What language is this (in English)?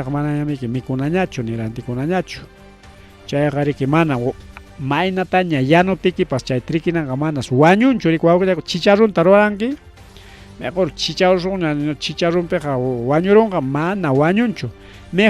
Ayacucho Quechua